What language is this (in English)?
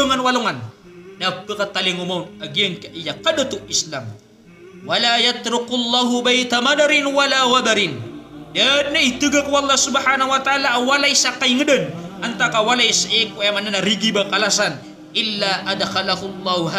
Maranao